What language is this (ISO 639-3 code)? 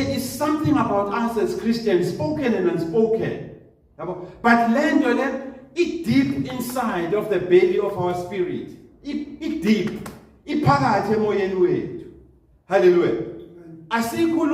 zul